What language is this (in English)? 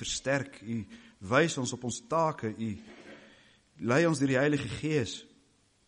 Afrikaans